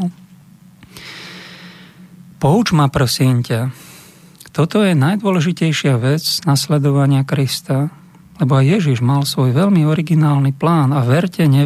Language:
Slovak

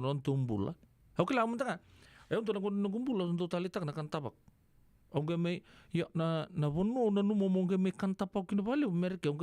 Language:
Fijian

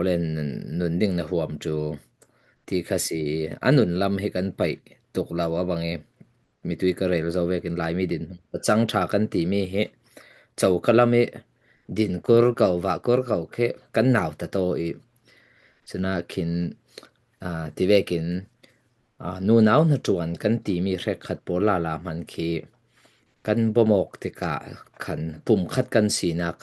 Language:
Falam Chin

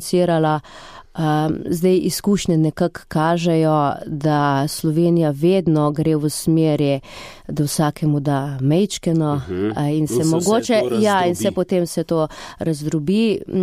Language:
Slovenian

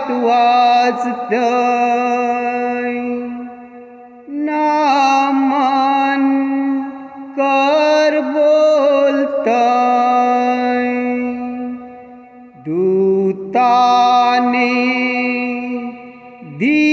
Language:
Marathi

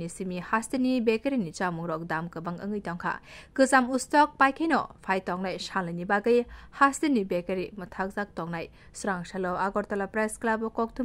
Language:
Kok Borok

